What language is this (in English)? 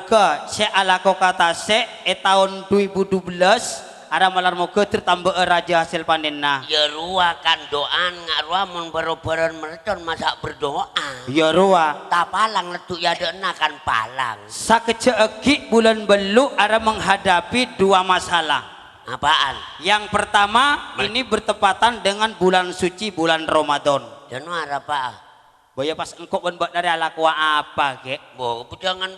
Madurese